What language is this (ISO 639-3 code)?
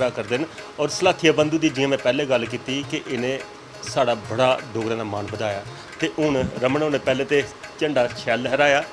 doi